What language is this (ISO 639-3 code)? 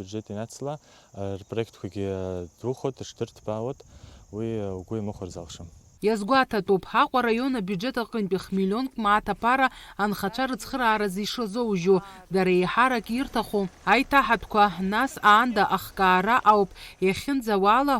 abk